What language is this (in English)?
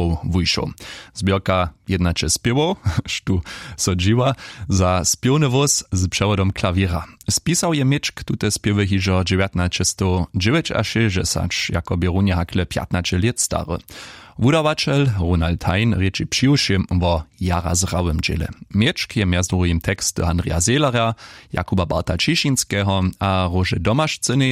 Upper Sorbian